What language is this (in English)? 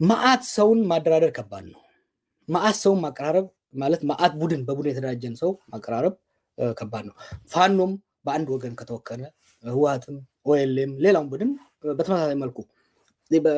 Amharic